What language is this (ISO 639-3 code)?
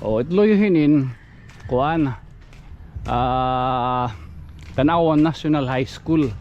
war